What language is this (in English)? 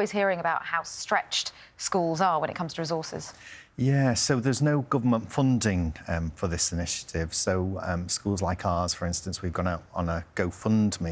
English